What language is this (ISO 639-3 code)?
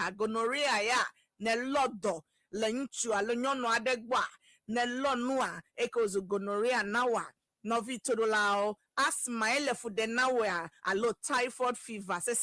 ewe